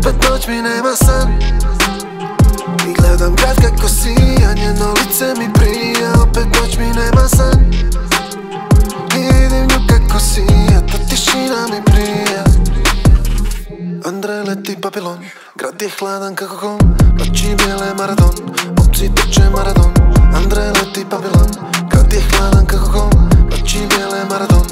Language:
Croatian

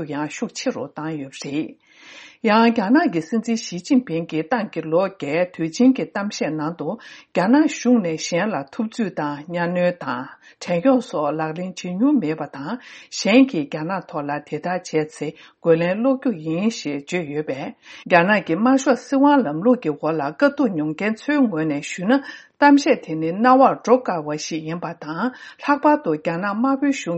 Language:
Tibetan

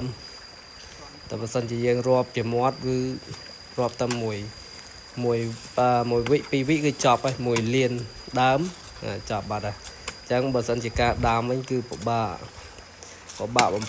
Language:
Khmer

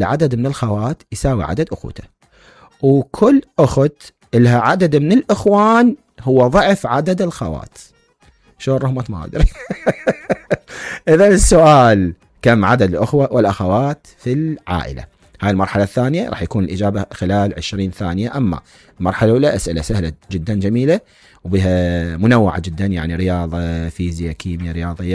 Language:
Mesopotamian Arabic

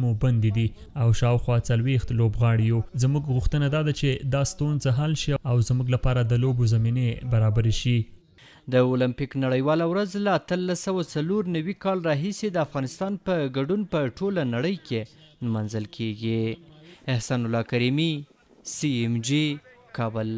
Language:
Pashto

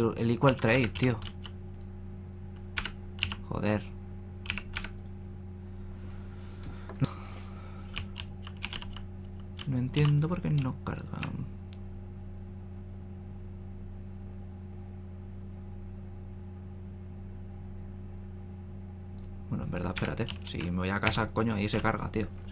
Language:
Spanish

